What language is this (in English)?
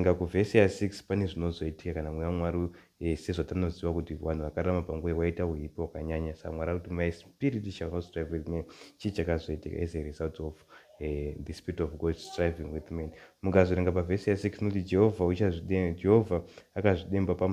Shona